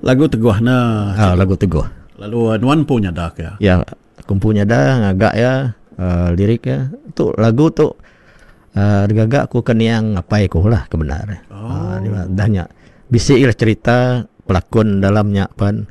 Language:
Iban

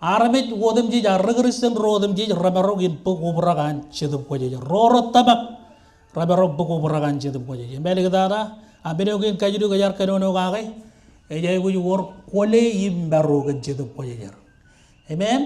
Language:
Marshallese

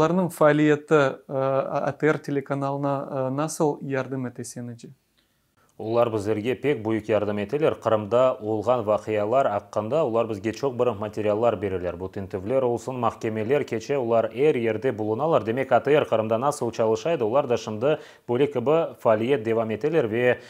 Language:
Crimean Tatar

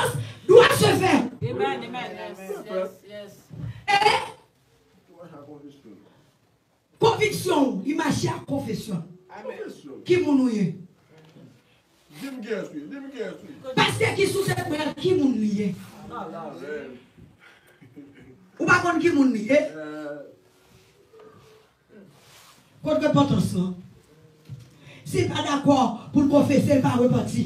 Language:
French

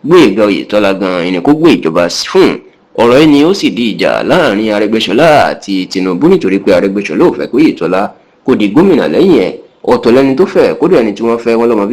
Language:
Yoruba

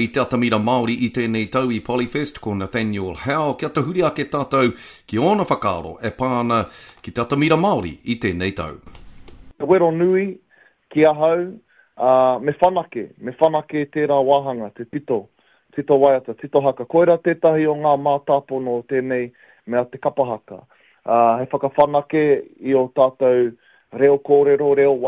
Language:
Māori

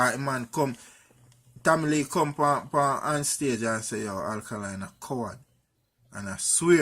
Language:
Jamaican Creole English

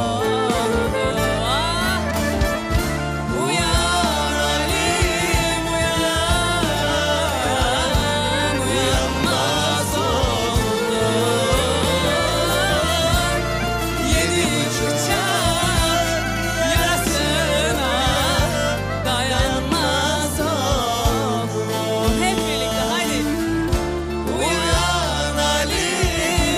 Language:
Turkish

